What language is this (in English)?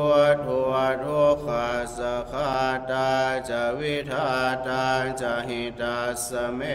Pali